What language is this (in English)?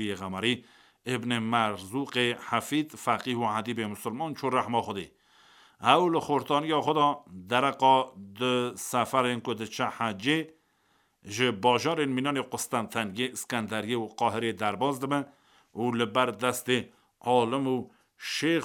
Kurdish